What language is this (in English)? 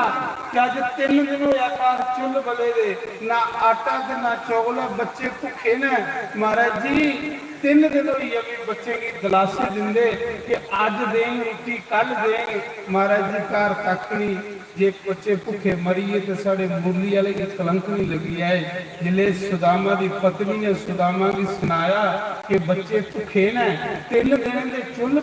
Dogri